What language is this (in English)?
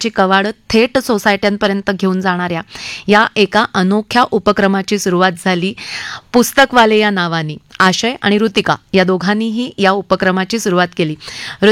Marathi